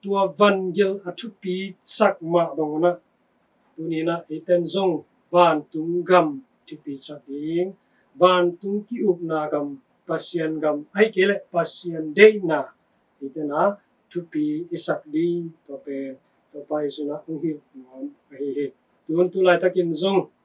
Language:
Tedim Chin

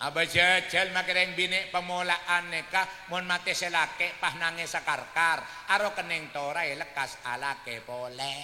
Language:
Madurese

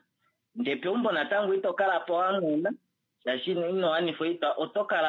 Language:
Kuanyama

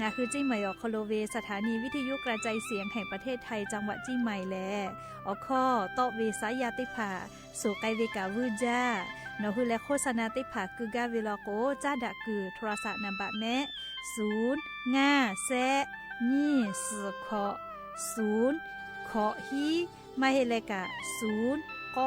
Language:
Lahu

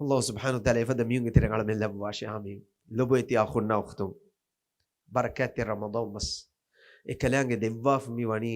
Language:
Divehi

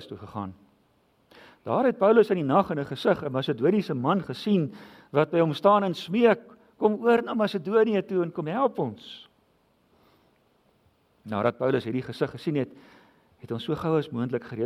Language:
Afrikaans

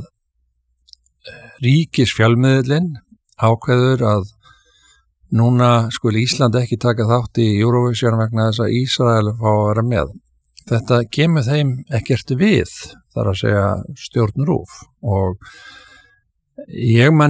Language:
Icelandic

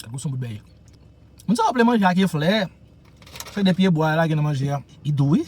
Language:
Haitian Creole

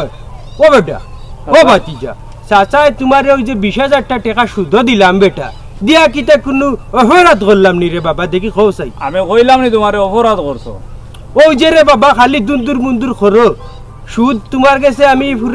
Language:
Sylheti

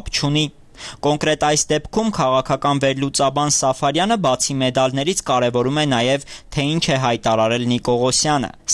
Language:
Armenian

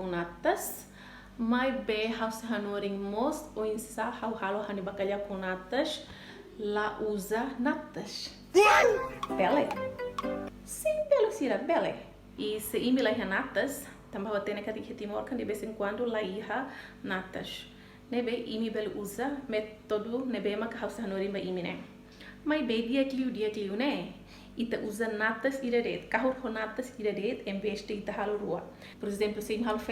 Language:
Tetum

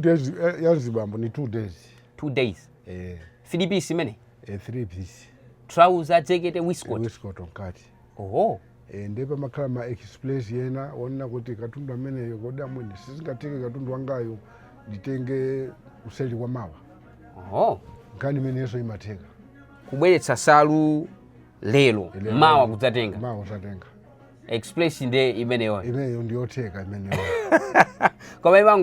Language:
Nyanja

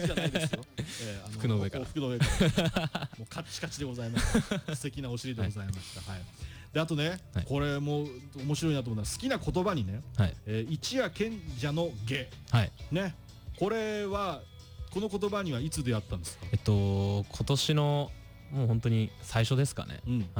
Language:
Japanese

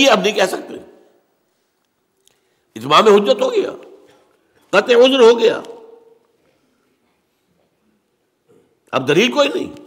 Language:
Urdu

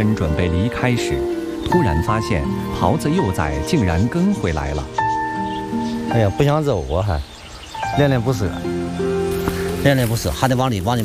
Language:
Chinese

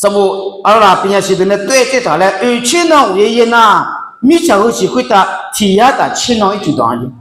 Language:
Akha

